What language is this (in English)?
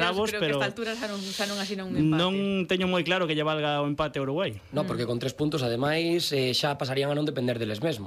Galician